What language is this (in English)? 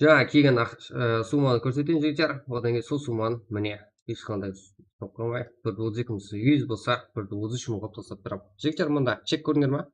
Kara-Kalpak